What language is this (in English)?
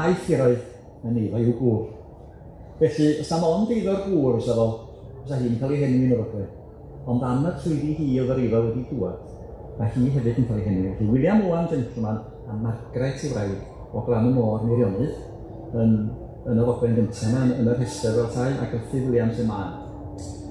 Welsh